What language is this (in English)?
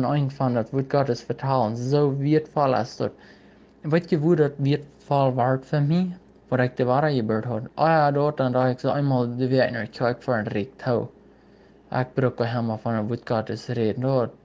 Plautdietsch